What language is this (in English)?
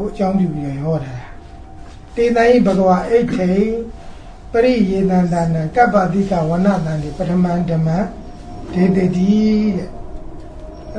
Burmese